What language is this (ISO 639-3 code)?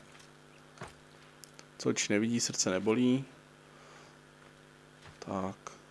ces